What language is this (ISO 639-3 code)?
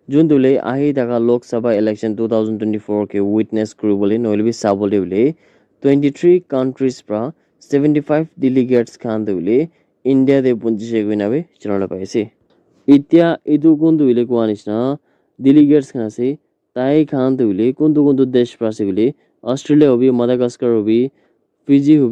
nag